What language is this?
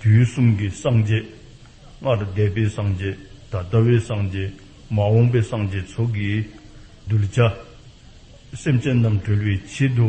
Dzongkha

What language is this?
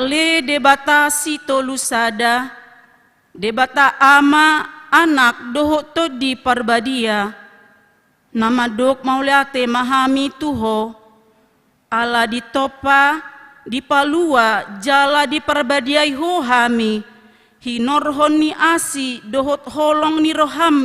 Batak Toba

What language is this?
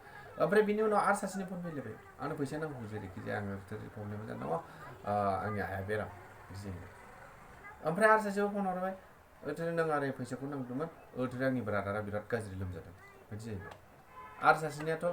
Bodo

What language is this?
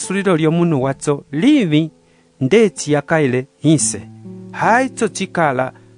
Umbundu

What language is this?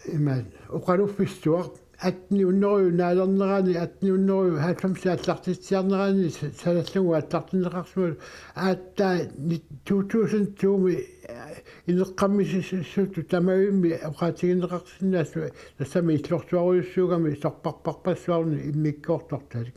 Kalaallisut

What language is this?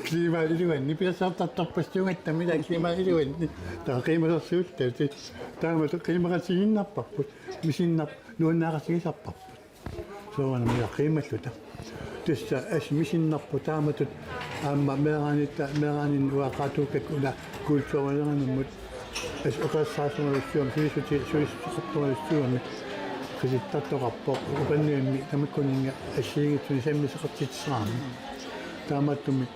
Kalaallisut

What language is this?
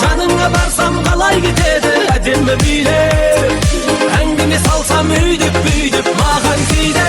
Kara-Kalpak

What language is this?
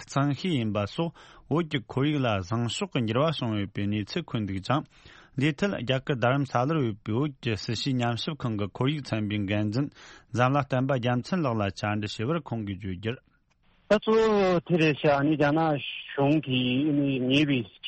Tibetan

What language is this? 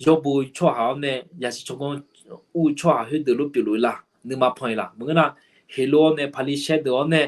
Akha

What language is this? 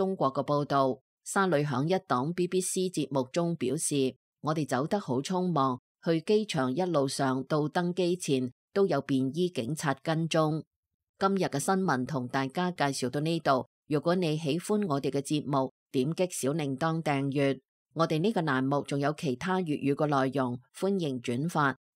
Cantonese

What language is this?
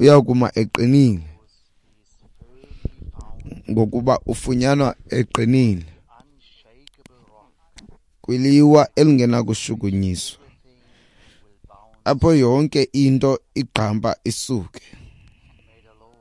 Xhosa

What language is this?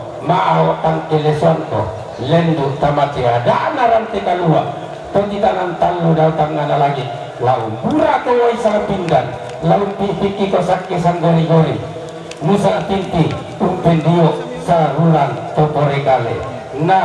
Toraja-Sa'dan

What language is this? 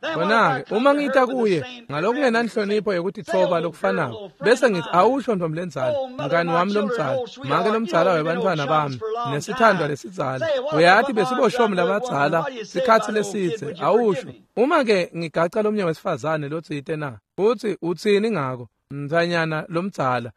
Swati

